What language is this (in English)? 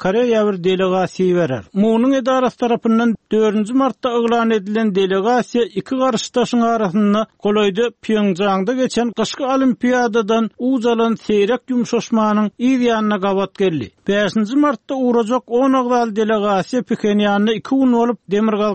Turkmen